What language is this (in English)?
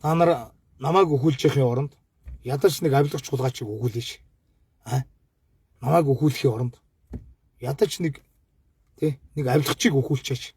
Mongolian